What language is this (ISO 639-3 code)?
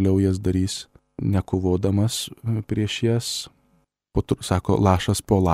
lit